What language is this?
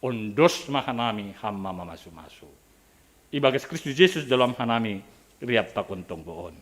Batak Simalungun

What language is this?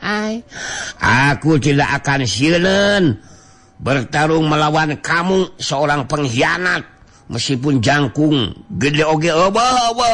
Sundanese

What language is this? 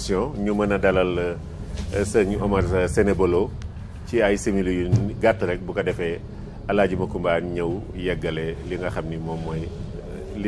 Wolof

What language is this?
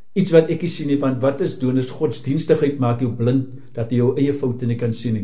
Afrikaans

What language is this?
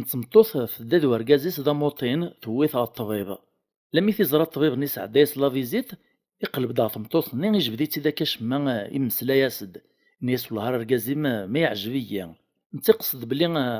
Kabyle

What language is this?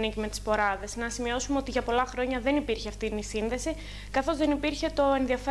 Greek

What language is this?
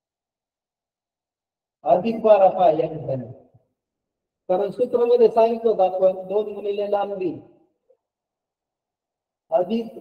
Marathi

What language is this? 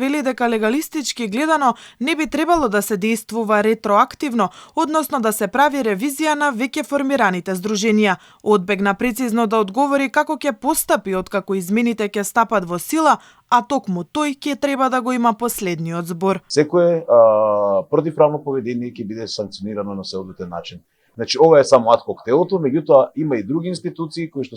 Macedonian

